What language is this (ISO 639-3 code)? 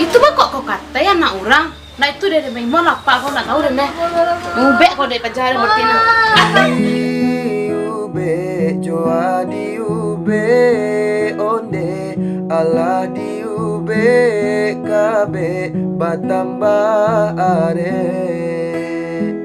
min